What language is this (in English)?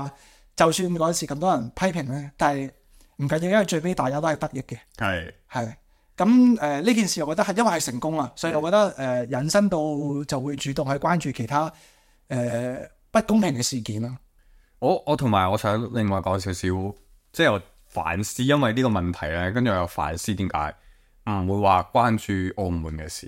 Cantonese